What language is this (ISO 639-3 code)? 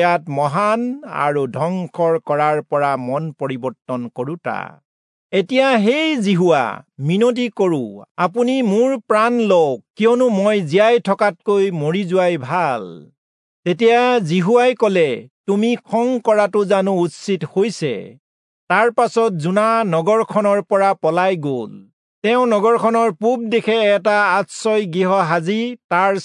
asm